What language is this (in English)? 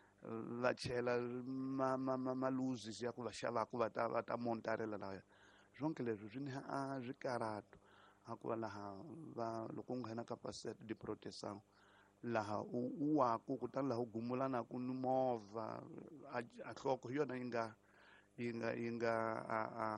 Tsonga